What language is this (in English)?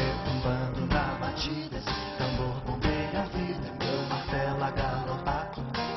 Portuguese